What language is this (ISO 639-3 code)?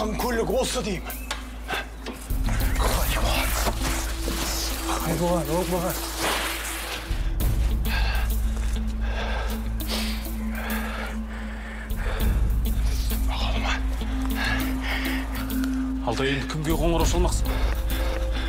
kaz